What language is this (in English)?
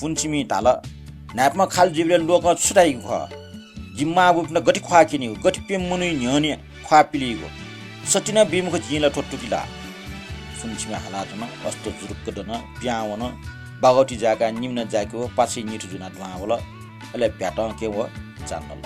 Newari